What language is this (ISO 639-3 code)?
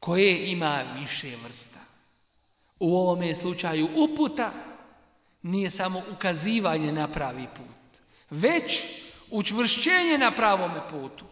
bos